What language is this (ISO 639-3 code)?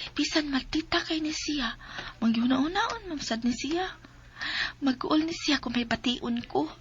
ceb